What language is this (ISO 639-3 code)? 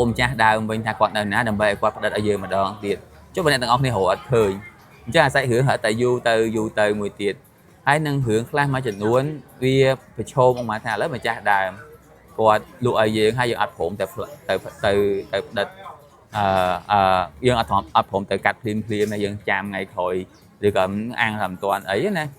khm